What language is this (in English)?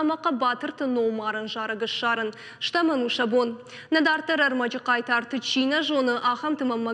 Ossetic